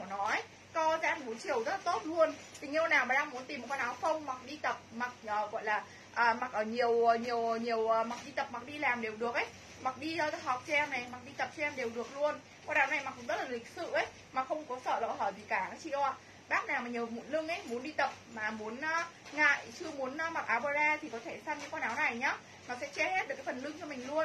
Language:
Vietnamese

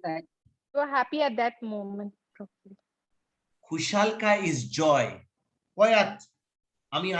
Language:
Konkani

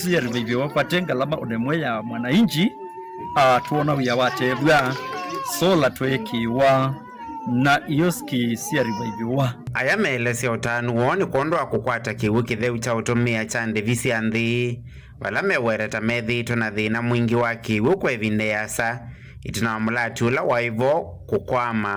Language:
Kamba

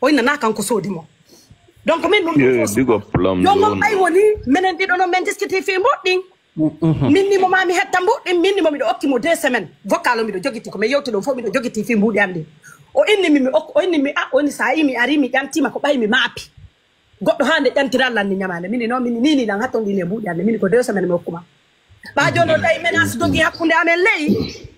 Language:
Pular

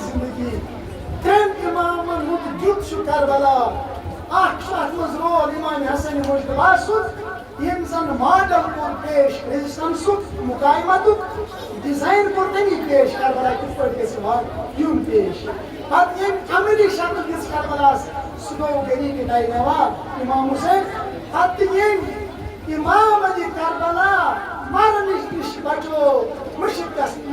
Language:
Kashmiri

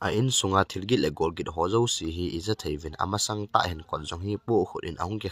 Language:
Thado Chin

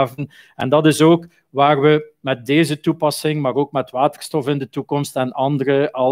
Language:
Dutch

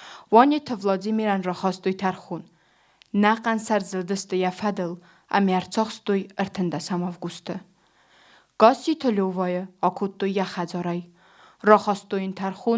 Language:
Ossetic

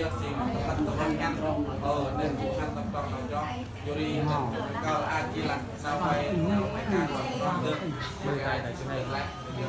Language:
Central Mnong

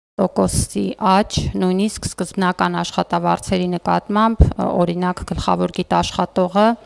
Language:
Armenian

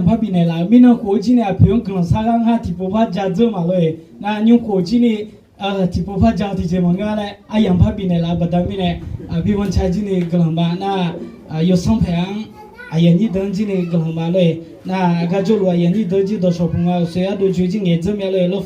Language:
Akha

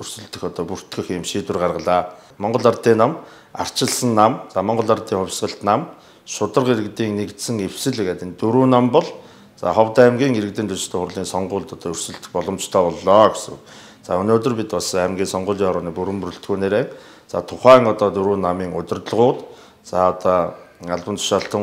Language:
Mongolian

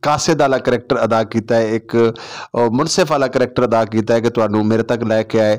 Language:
Saraiki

